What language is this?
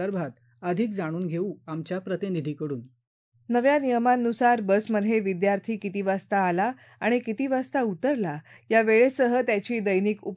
Marathi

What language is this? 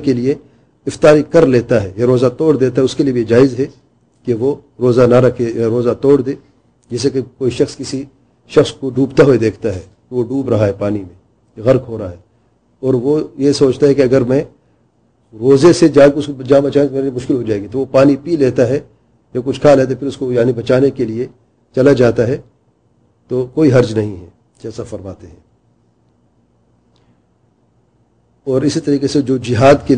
Urdu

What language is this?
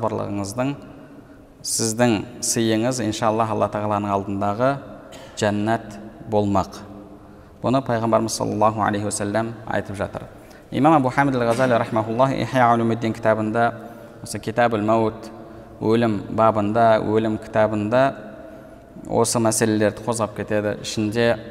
Kazakh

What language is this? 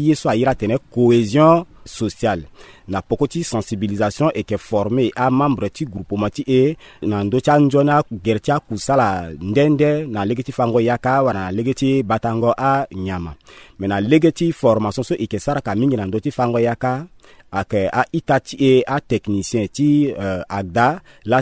Sango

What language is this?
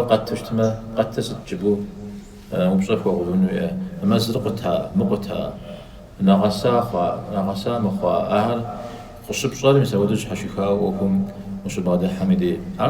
Kabardian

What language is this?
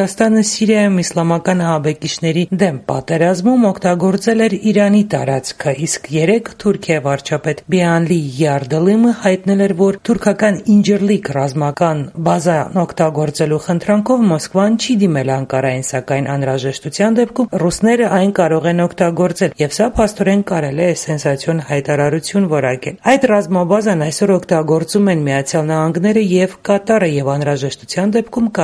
Armenian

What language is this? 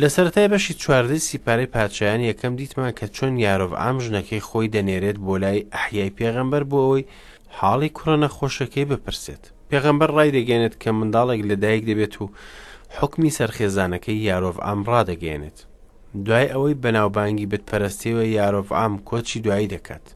Central Kurdish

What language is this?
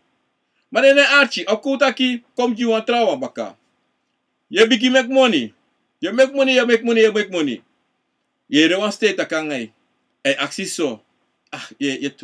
Sranan Tongo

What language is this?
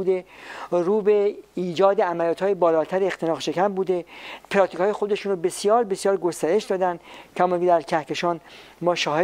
Persian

